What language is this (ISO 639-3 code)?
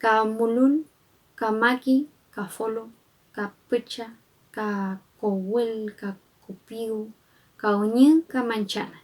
arn